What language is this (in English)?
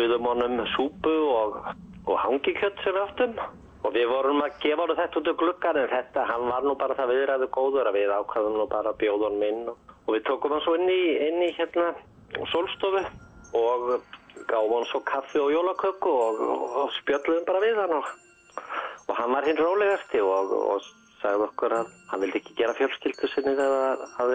Icelandic